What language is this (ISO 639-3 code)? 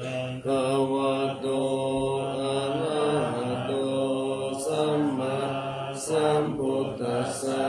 pli